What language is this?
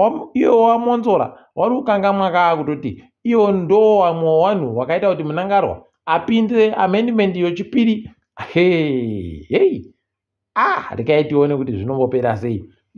Ndau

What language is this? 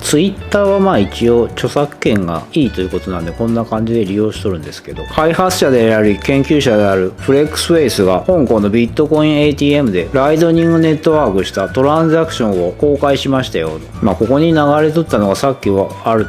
Japanese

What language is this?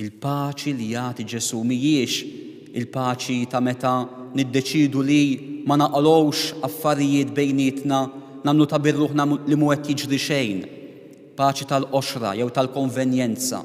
Maltese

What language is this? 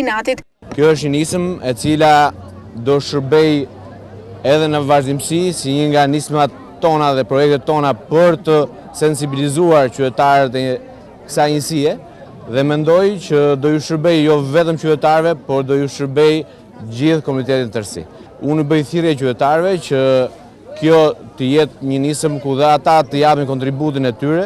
Albanian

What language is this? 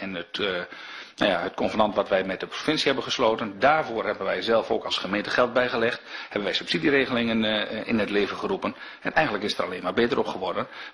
Dutch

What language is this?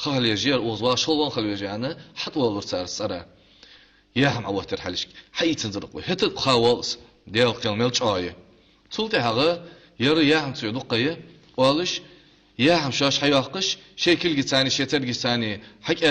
Ingush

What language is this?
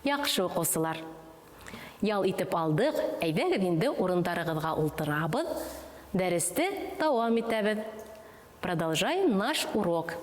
Bashkir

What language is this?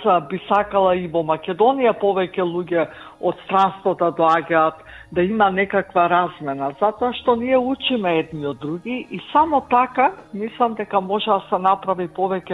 Macedonian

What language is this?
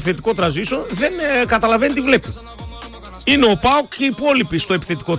Greek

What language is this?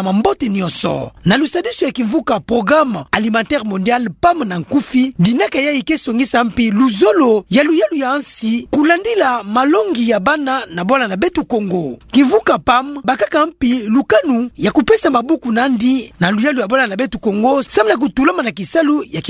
Kituba (Democratic Republic of Congo)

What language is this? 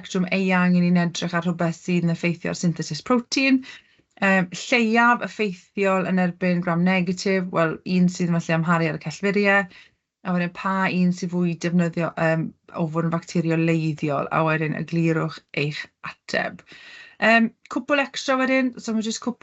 Welsh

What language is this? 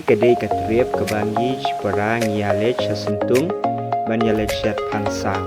Khasi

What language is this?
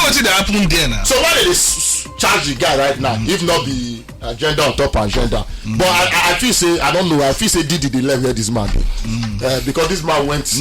Nigerian Pidgin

